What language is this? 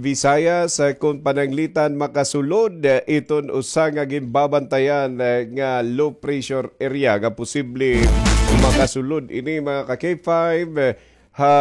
Waray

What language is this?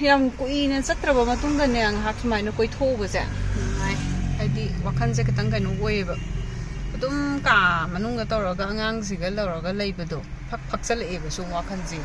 Manipuri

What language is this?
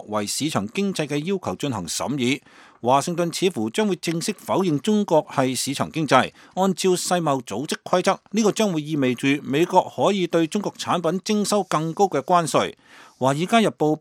Cantonese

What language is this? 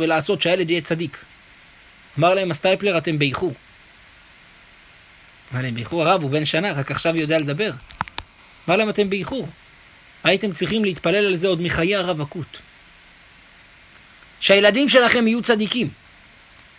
Hebrew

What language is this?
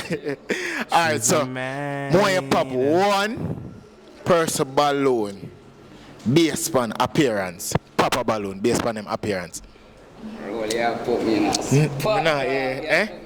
Jamaican Creole English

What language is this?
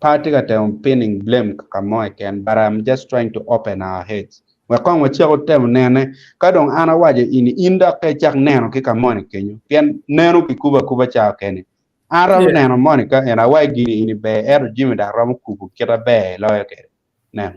Acoli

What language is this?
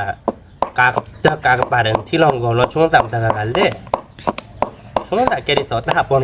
S'gaw Karen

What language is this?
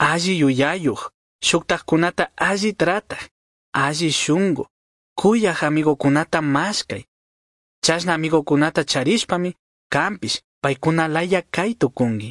Chimborazo Highland Quichua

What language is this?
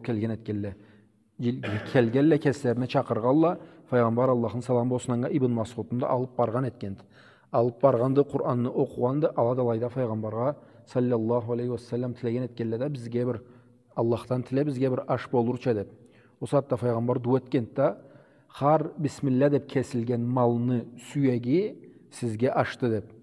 Karachay-Balkar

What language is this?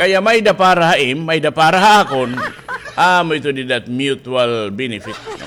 Waray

